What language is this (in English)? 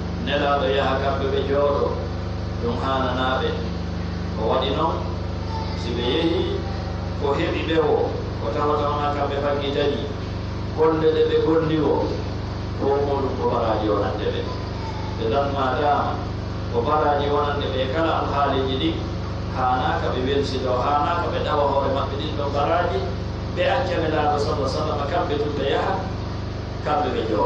Pular